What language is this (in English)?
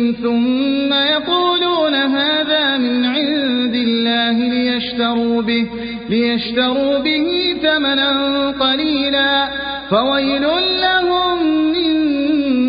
Arabic